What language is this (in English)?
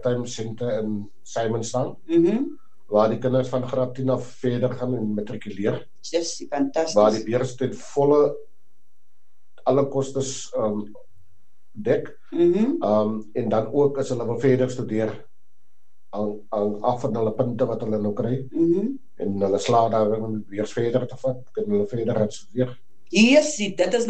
Afrikaans